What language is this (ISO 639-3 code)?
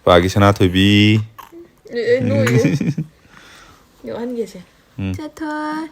mni